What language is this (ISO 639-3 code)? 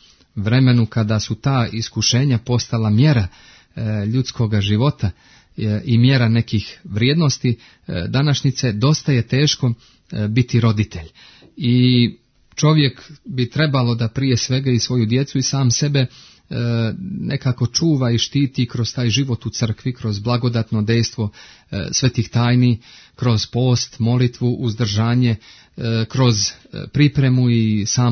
srp